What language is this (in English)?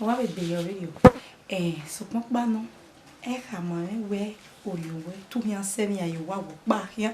Bini